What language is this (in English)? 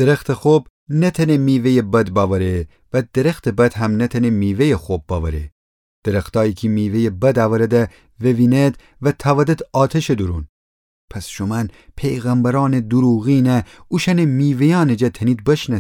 Gilaki